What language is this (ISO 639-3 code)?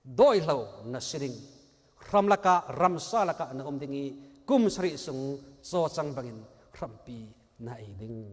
cnh